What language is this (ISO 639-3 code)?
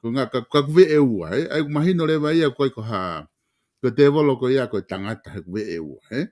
ton